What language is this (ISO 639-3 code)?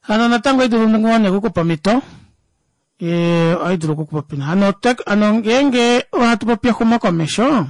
kua